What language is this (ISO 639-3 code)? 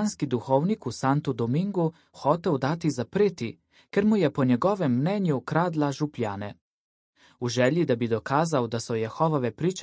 slv